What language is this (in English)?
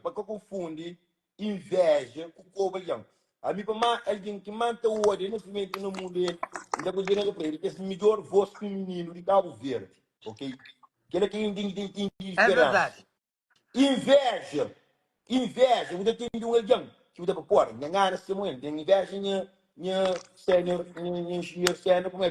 Kabuverdianu